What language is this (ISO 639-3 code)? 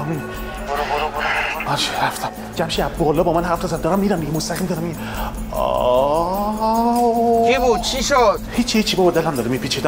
fas